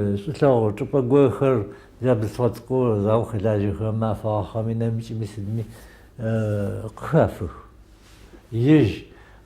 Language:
Adyghe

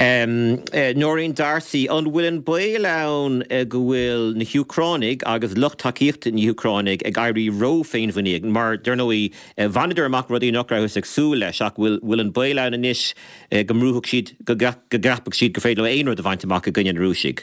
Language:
Irish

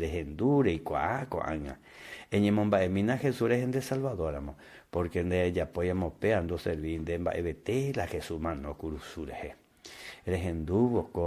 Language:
Guarani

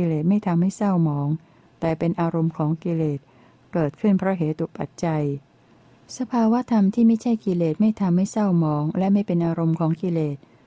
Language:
Thai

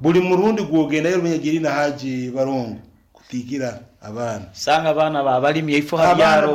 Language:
Nyankole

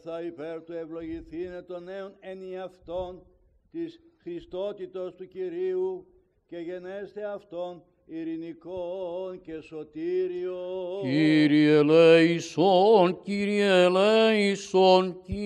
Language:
Greek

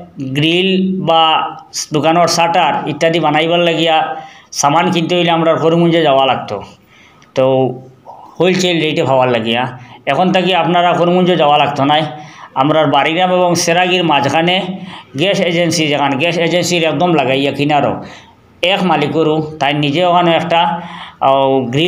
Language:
Sylheti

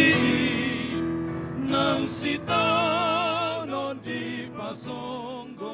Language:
Batak Toba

